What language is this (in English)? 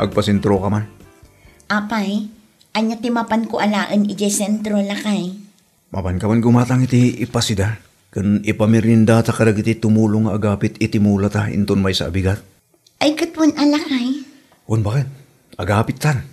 Iloko